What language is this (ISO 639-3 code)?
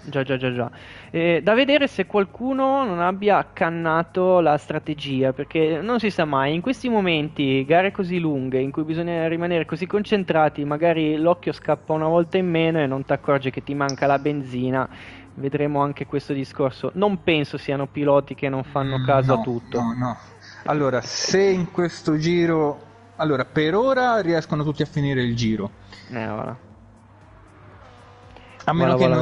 ita